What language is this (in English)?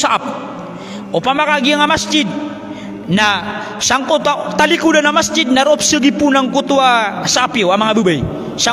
Maranao